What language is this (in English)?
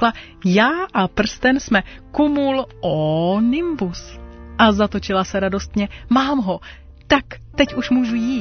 Czech